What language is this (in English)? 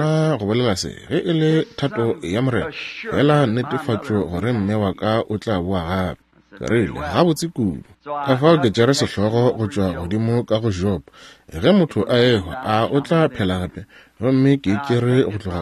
Northern Sotho